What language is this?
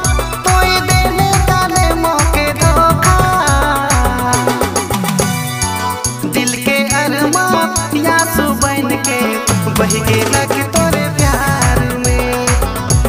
Bhojpuri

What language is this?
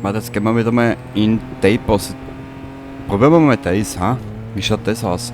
Bavarian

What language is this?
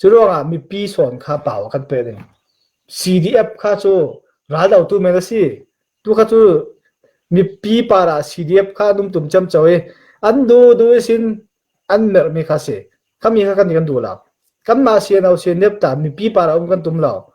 Falam Chin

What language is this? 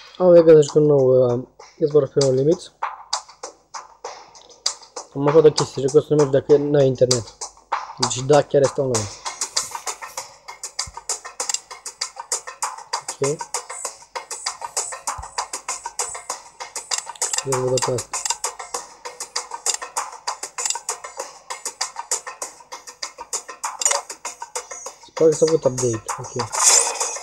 Romanian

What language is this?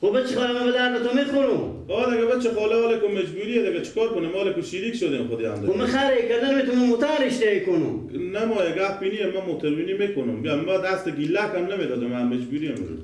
Persian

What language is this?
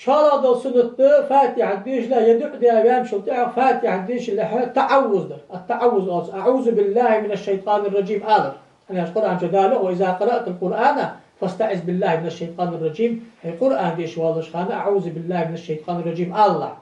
Ingush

